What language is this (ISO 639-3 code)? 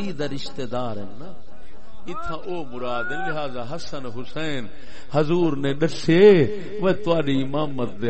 skr